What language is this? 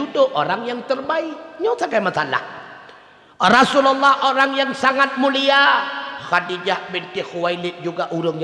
Achinese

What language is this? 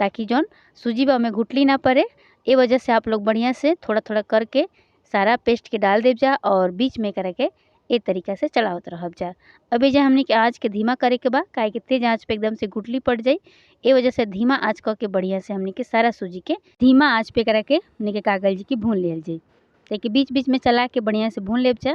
Bhojpuri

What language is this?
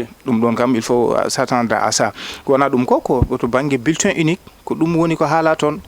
Fula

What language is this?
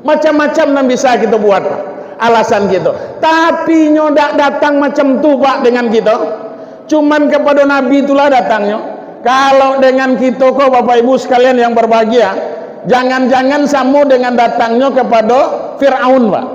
Minangkabau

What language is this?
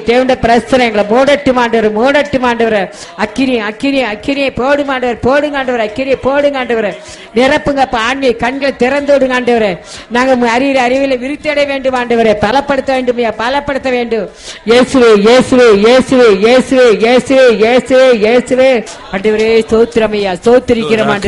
Tamil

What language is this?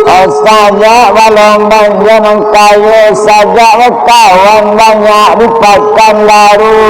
Minangkabau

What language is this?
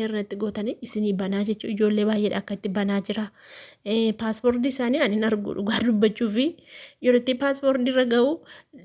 Oromo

